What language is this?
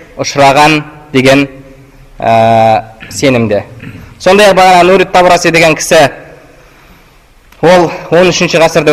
Kazakh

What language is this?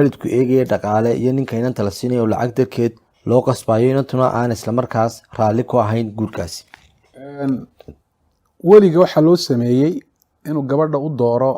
Somali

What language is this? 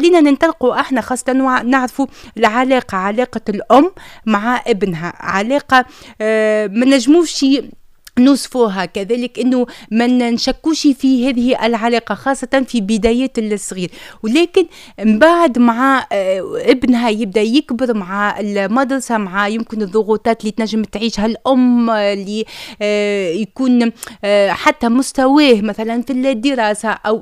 Tunisian Arabic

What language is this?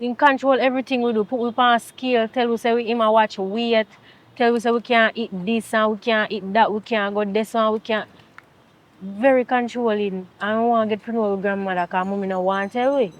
Jamaican Creole English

